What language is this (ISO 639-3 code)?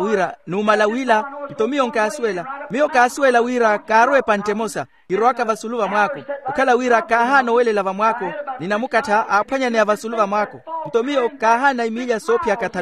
vmw